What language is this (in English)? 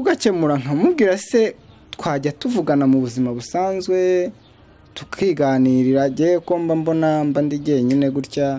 Kinyarwanda